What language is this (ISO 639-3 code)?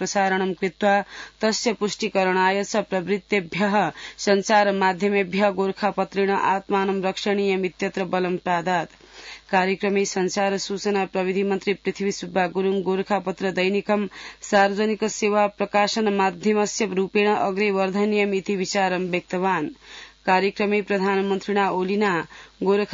san